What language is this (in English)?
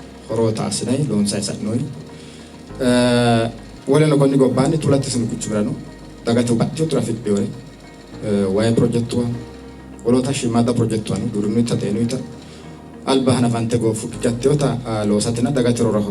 Sidamo